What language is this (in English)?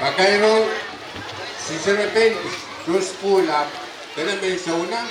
Pohnpeian